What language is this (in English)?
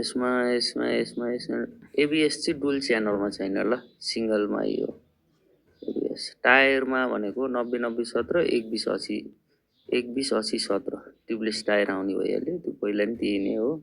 Nepali